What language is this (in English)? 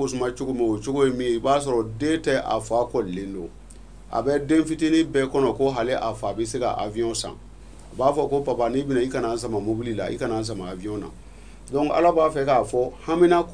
Bambara